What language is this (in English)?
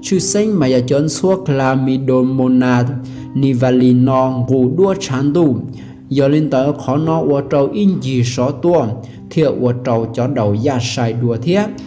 Hmong